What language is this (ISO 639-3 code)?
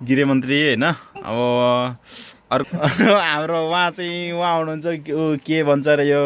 nep